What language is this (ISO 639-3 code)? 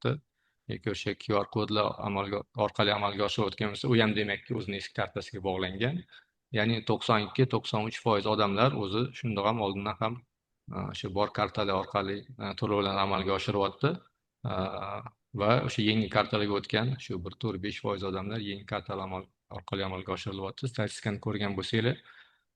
uzb